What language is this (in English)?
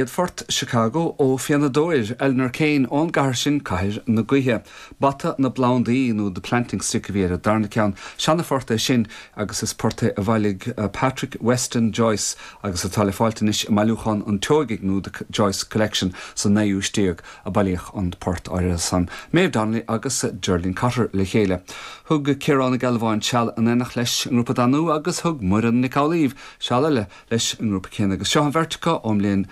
Irish